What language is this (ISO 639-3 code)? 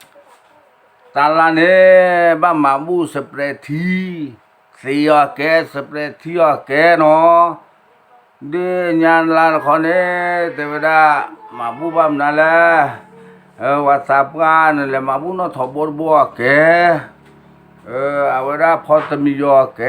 ksw